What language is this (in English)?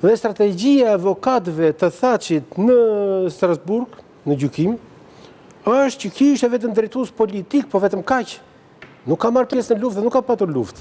Albanian